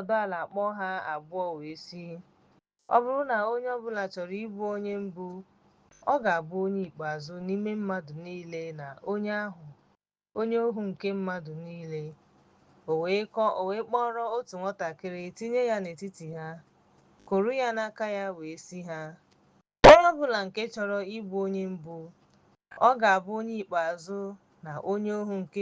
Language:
Igbo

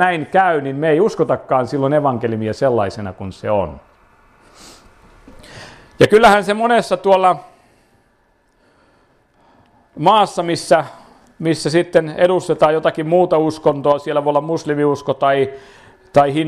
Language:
Finnish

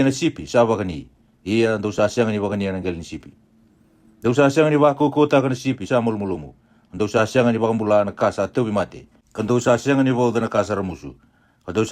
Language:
Fijian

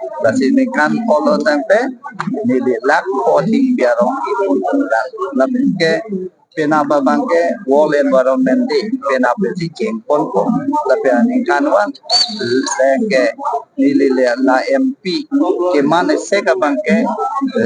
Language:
Karbi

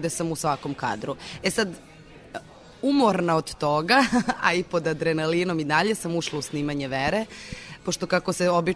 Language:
Serbian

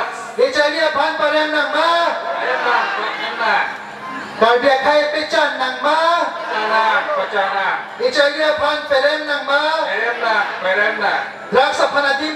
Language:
Karbi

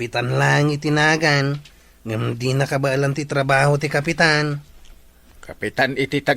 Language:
Iloko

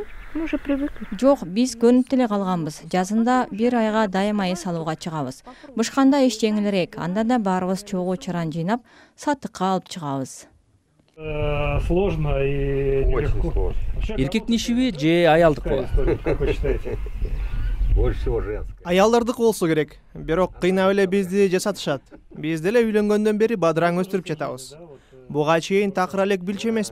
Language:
Kyrgyz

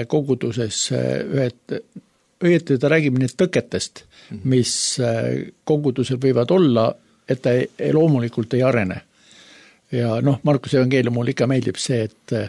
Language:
Estonian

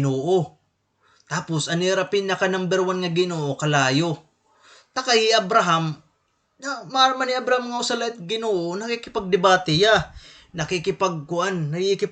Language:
Waray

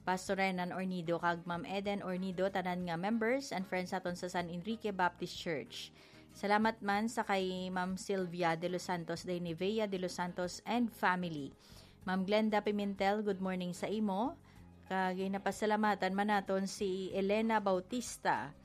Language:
Hiligaynon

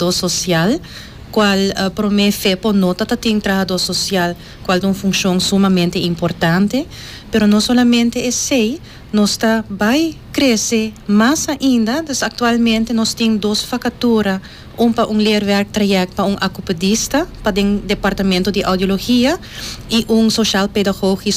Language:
Papiamento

